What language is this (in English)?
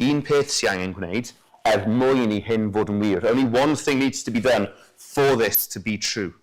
Welsh